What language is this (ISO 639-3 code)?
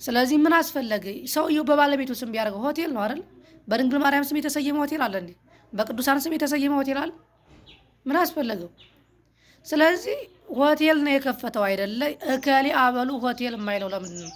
amh